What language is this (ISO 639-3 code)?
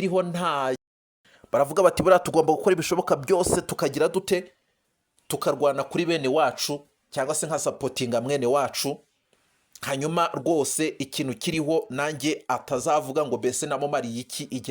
kin